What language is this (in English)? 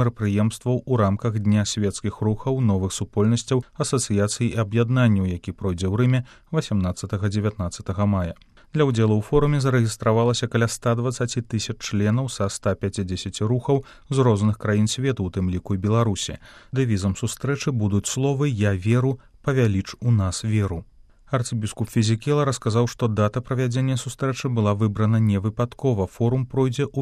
Belarusian